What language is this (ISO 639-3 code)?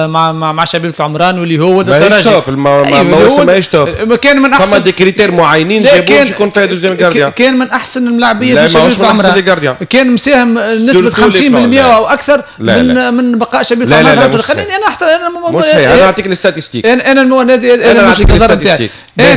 aeb